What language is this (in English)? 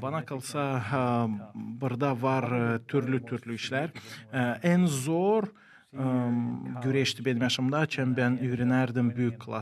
Gagauz